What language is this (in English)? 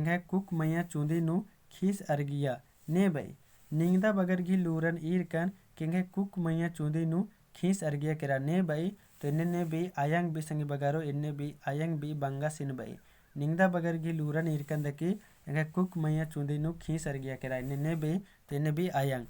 Kurukh